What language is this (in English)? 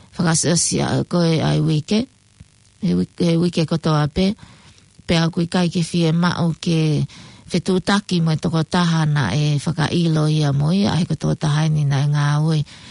Tongan